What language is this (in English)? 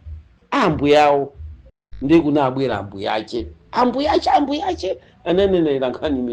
Nyanja